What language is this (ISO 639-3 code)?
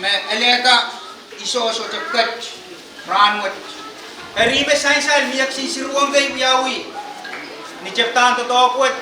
pon